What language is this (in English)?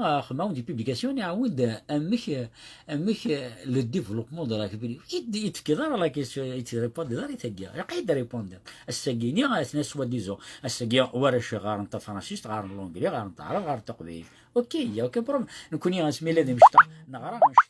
Kabyle